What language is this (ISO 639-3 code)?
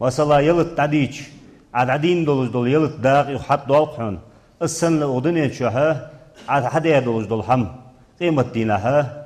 inh